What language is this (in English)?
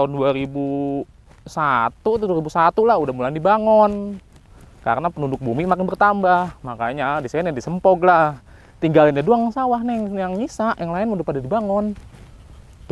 Betawi